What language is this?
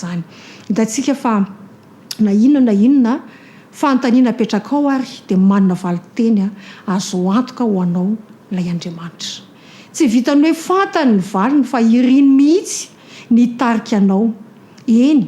Malagasy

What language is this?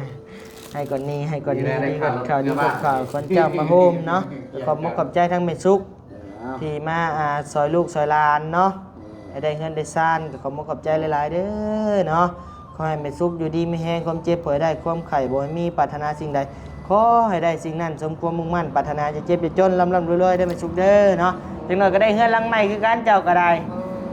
Lao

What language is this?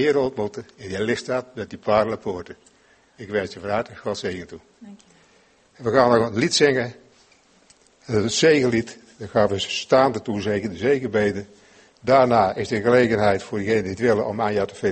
Dutch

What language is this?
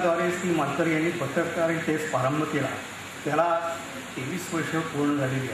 Marathi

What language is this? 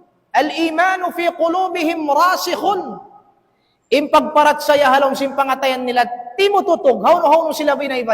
Tausug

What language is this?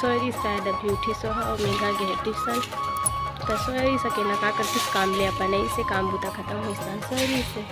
Chhattisgarhi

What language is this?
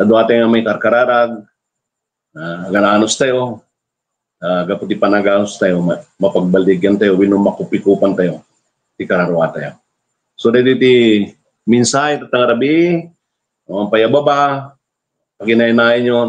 Iloko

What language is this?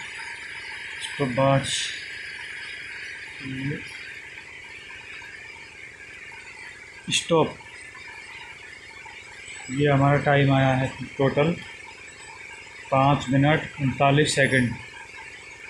Hindi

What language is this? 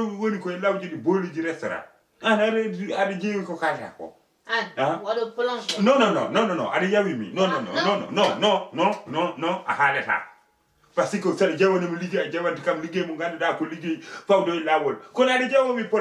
Fula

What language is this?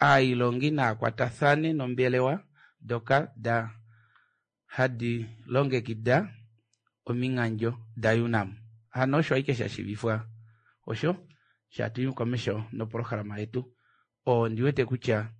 Kuanyama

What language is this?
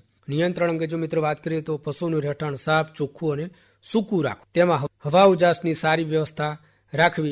Gujarati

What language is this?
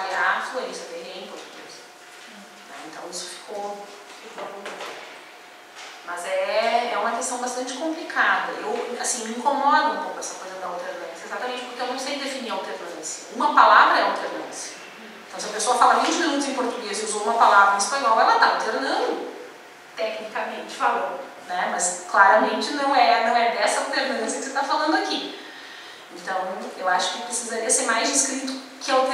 Portuguese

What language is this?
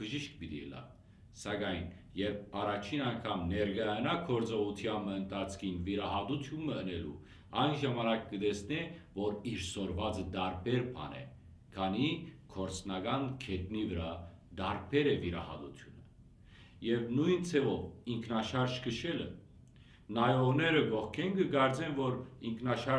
Western Armenian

